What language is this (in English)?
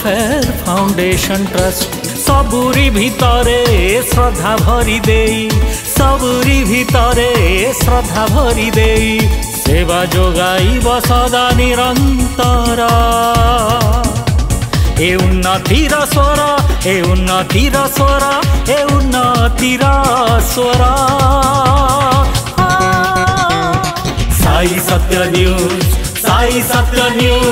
Odia